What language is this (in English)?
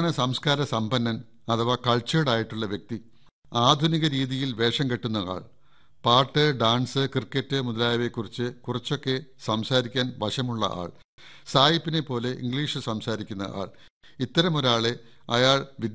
Malayalam